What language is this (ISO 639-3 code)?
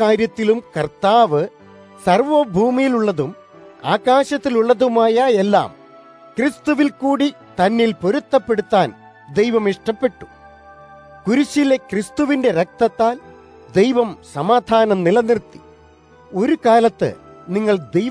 mal